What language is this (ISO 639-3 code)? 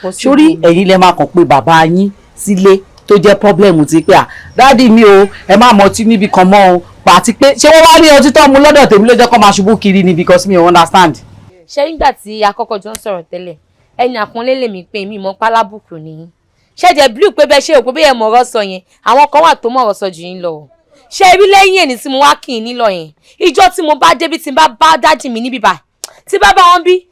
yor